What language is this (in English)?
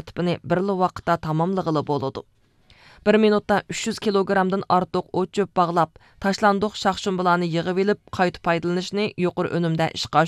Uyghur